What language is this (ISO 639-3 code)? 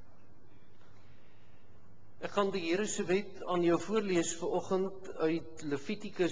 afr